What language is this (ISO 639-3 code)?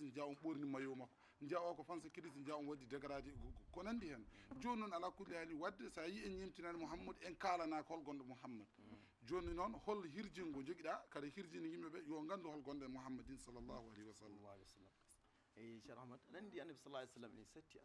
ful